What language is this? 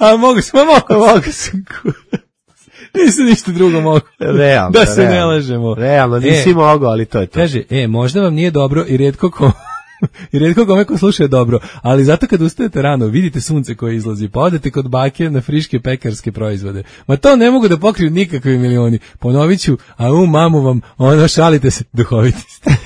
Serbian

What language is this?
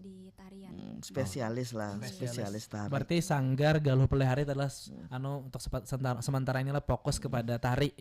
Banjar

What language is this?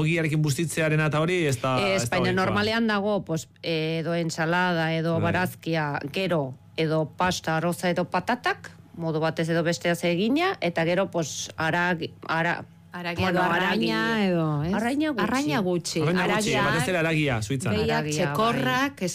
Basque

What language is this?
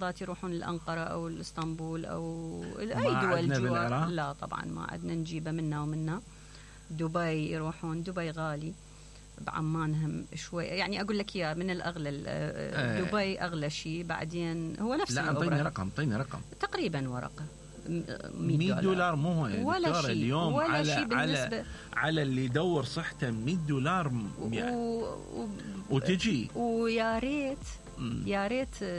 Mesopotamian Arabic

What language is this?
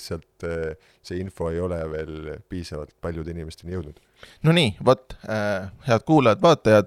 Estonian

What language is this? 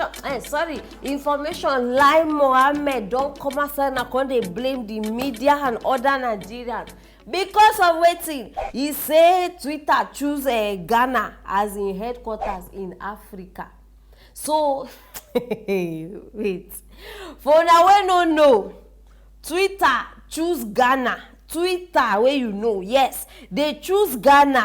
Nigerian Pidgin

